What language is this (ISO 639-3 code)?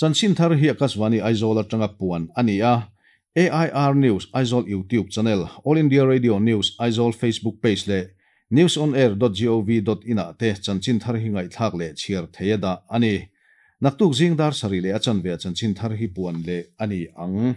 lus